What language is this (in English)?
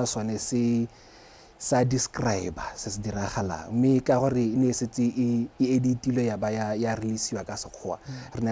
Tswana